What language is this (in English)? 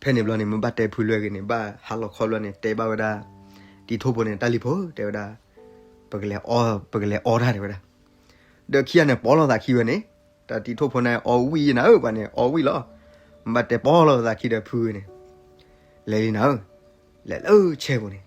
S'gaw Karen